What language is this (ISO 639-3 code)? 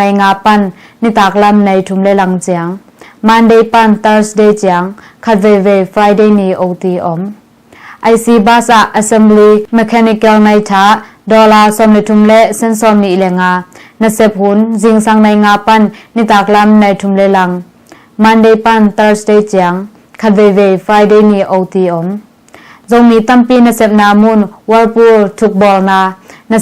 ctd